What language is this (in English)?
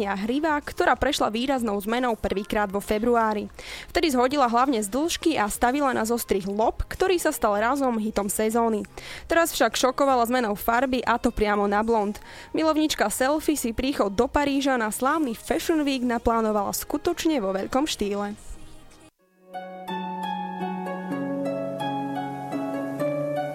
Slovak